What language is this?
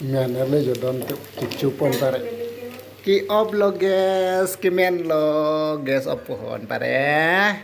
Karbi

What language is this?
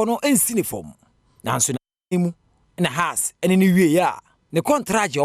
Akan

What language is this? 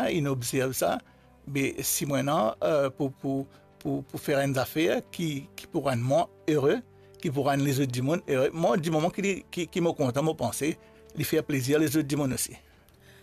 Morisyen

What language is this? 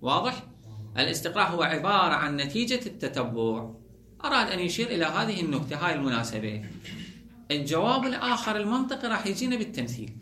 Mesopotamian Arabic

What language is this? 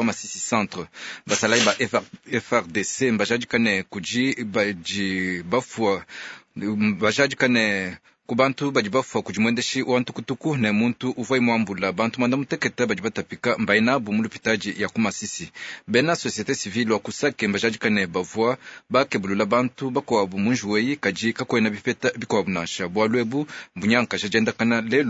Luba-Lulua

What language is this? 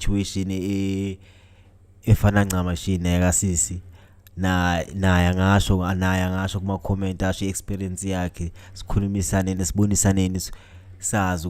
Zulu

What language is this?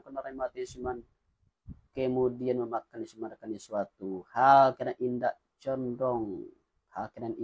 Minangkabau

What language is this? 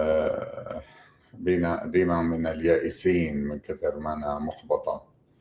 North Levantine Arabic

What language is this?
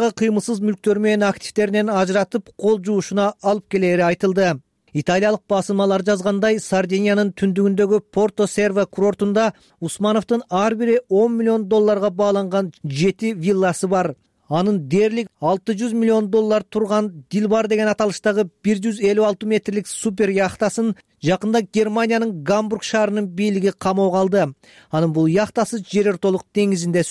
Kyrgyz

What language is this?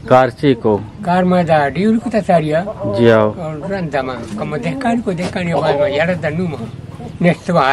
Eastern Balochi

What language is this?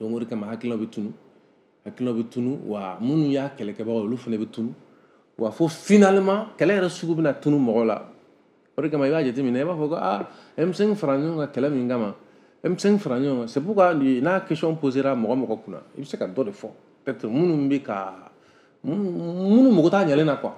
Bambara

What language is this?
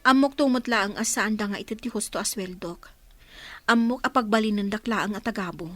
Iloko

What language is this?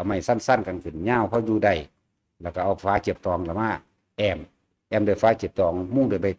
Lao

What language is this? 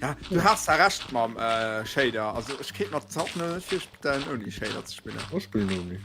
Luxembourgish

